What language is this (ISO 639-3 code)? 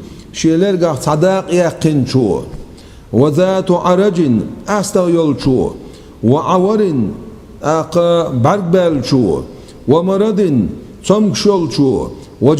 che